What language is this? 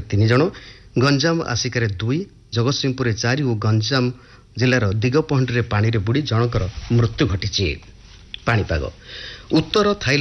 Odia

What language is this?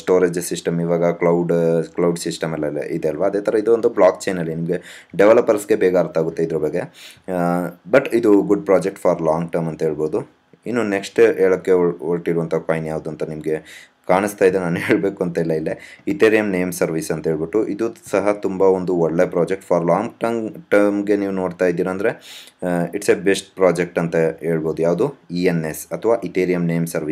Kannada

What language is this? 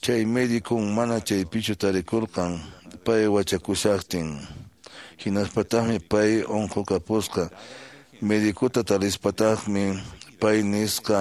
Quechua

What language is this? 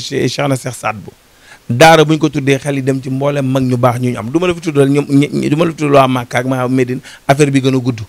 Wolof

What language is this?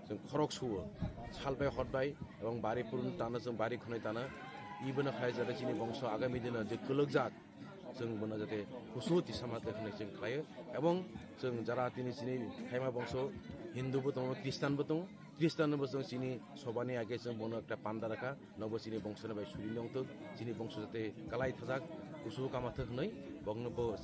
Kok Borok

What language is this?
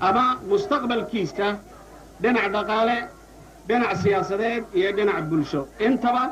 Somali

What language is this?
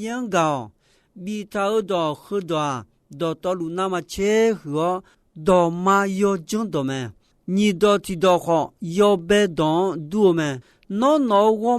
Akha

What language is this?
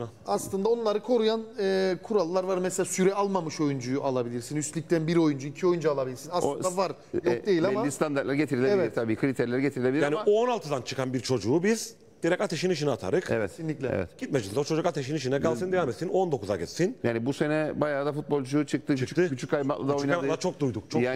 Turkish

